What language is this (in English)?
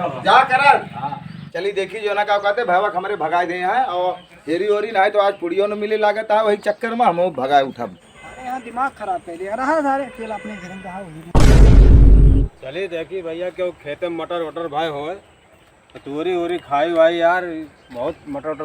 Awadhi